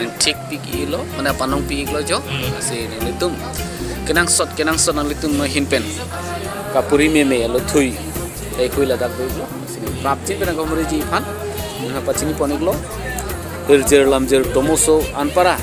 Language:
Karbi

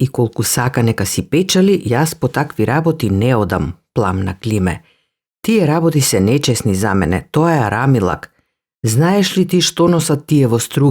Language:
Macedonian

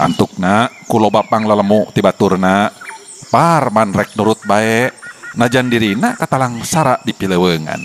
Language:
Sundanese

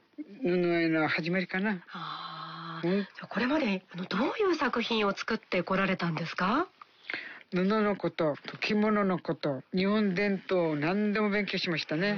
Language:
Japanese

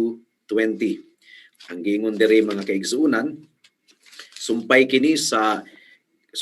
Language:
Cebuano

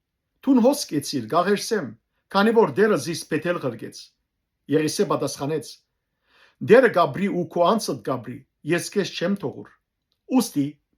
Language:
Western Armenian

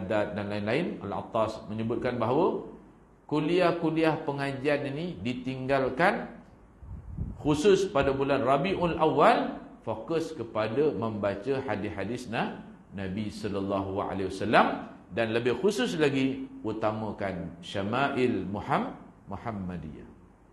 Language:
Malay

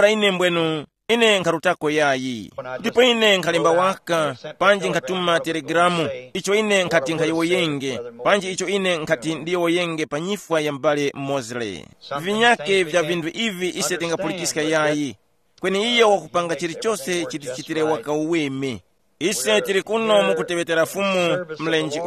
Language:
Tumbuka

